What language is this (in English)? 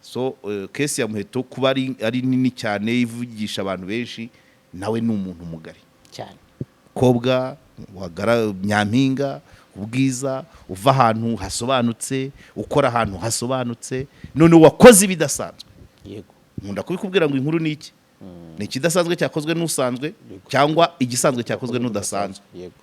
Kinyarwanda